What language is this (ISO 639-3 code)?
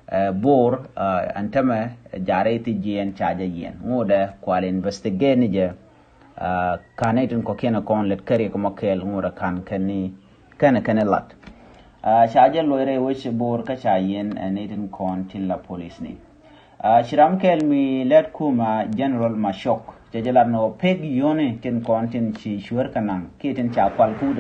nus